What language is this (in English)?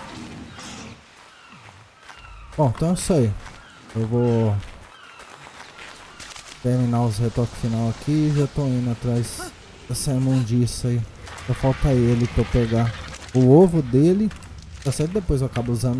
Portuguese